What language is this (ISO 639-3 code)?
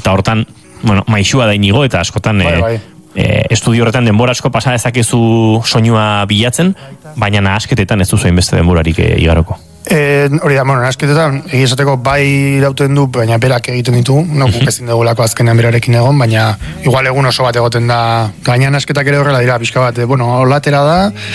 eus